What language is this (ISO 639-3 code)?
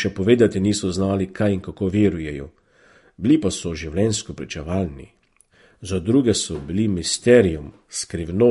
slv